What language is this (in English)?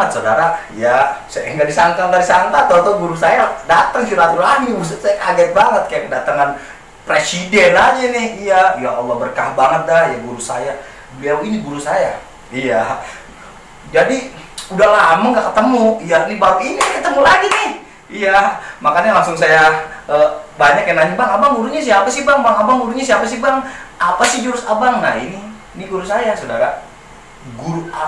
Betawi